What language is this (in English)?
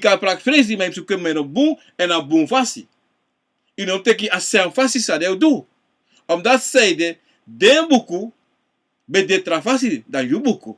Sranan Tongo